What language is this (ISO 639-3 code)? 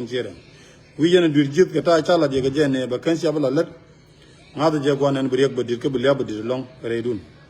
nus